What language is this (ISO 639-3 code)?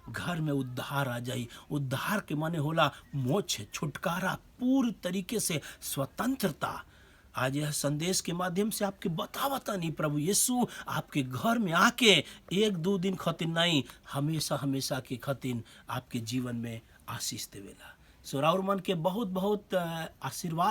bho